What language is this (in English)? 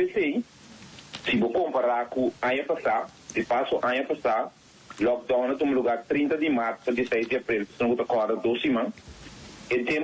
Papiamento